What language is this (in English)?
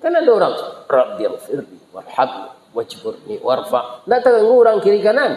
Minangkabau